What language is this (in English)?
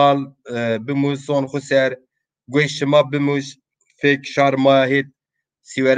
Zaza